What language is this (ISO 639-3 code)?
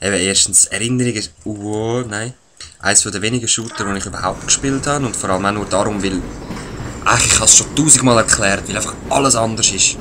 gsw